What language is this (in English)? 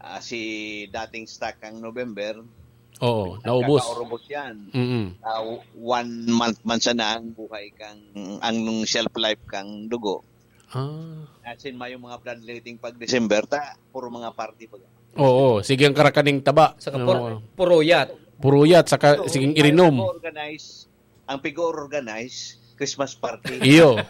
Bikol